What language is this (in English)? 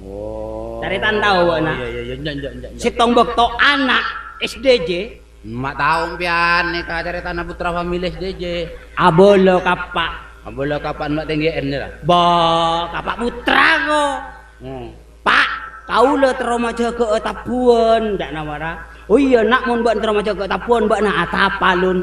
Madurese